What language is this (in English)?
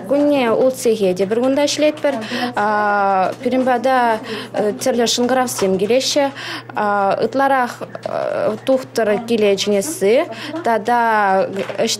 Chuvash